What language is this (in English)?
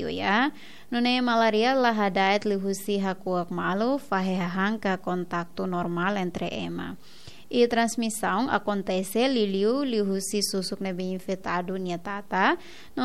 Tetum